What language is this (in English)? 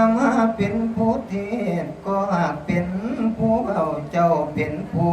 Northeastern Thai